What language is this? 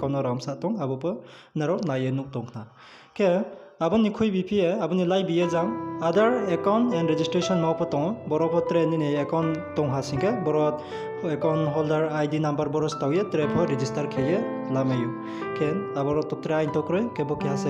Riang (India)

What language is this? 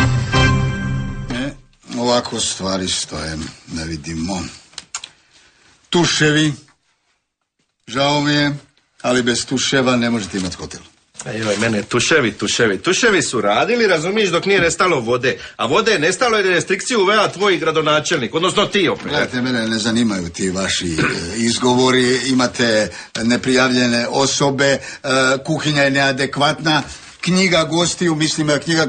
Croatian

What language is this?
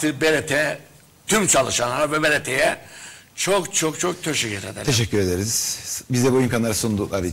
Turkish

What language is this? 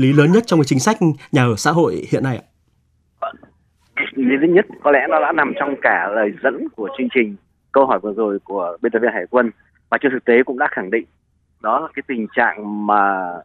Vietnamese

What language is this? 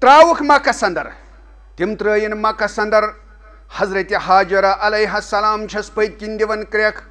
Kashmiri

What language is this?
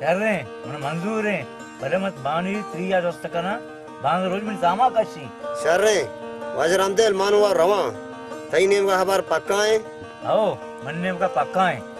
Baluchi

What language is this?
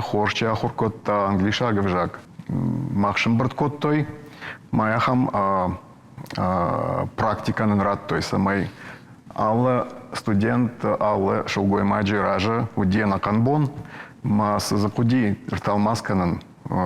Ossetic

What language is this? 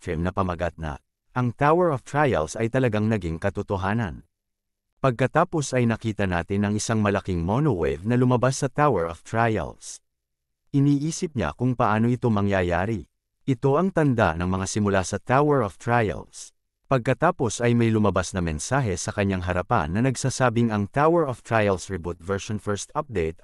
Filipino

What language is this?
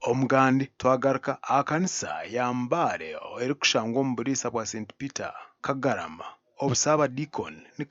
Nyankole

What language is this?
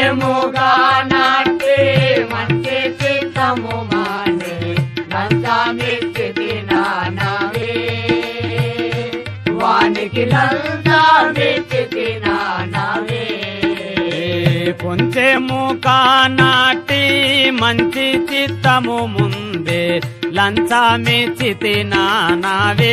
Telugu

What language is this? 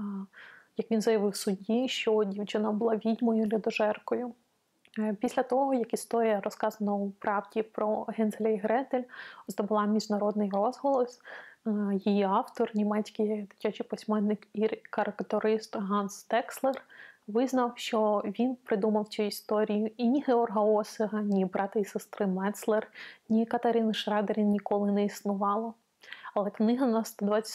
Ukrainian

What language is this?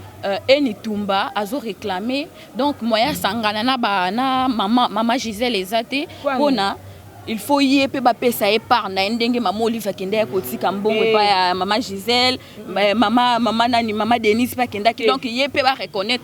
Lingala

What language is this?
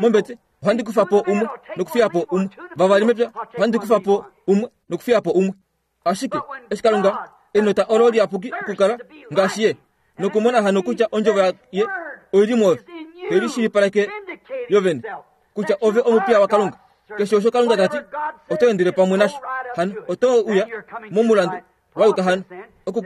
Kuanyama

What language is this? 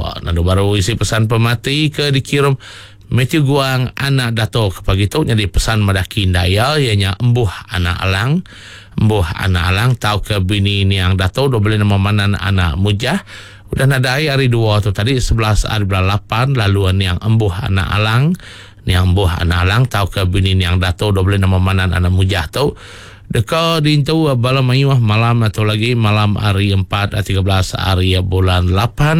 Iban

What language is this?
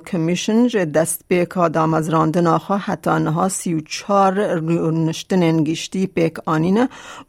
Kurdish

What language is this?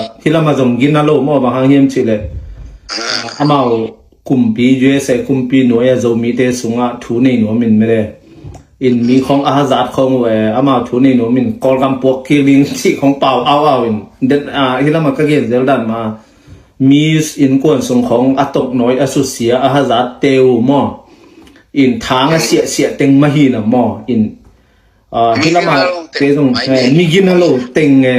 Tedim Chin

